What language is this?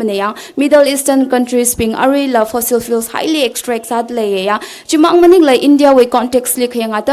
Tangkhul Naga (India)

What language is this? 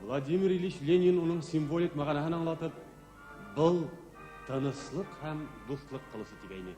Bashkir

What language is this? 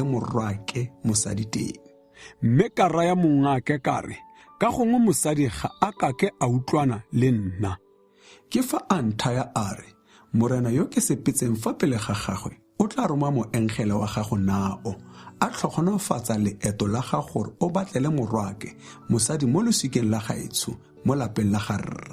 Tswana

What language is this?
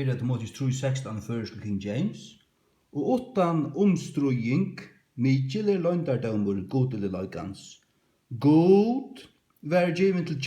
Faroese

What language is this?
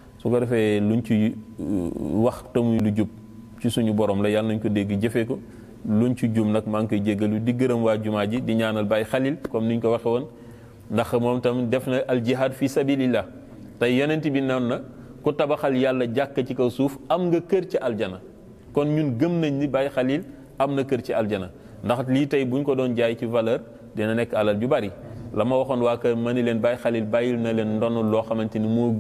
Wolof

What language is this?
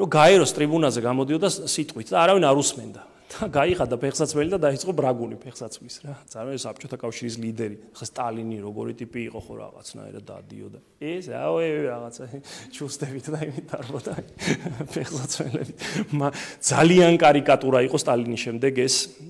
Georgian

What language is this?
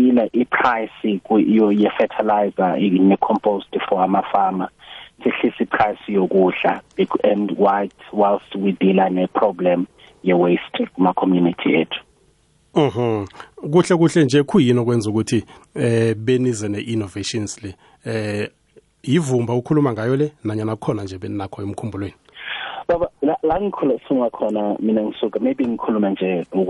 South Ndebele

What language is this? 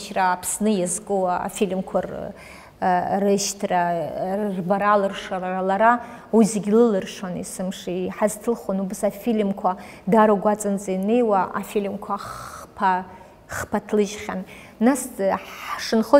Abkhazian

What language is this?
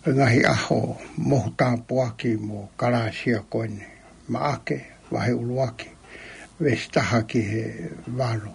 Tongan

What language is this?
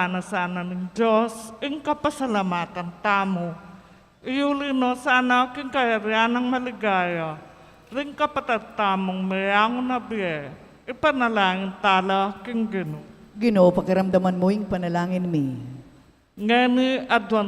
Pampanga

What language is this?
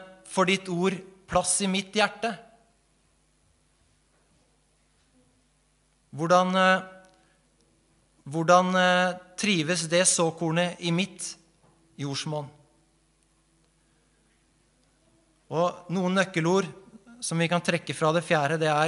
Norwegian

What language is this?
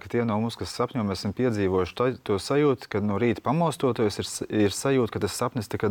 Latvian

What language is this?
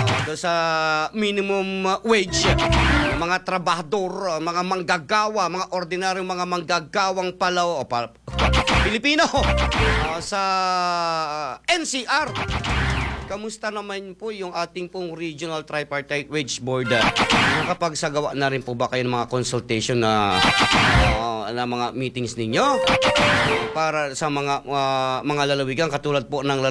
Filipino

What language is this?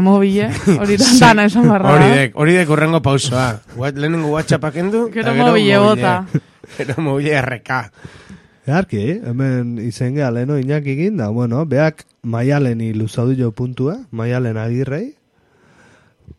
Basque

